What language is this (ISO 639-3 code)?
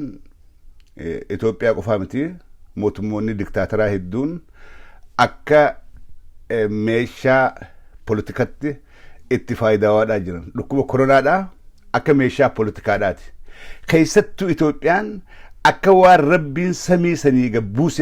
orm